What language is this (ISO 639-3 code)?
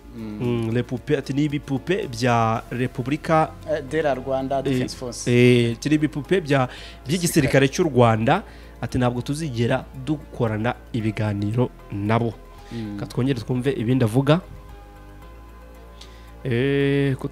kin